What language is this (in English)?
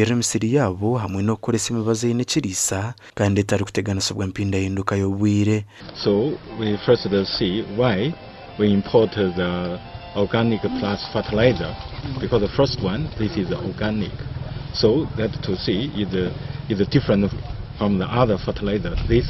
Nyankole